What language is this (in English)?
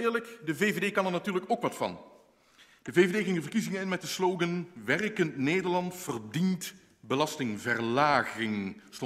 Dutch